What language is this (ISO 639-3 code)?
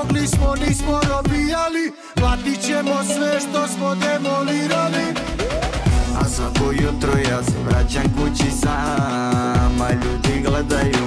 hrv